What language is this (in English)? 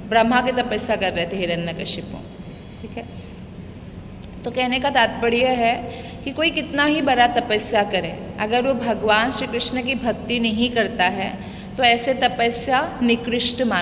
Hindi